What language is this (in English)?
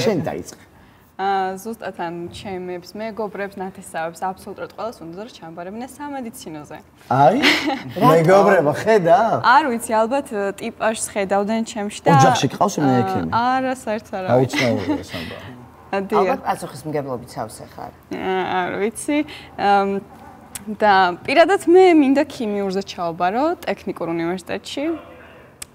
Georgian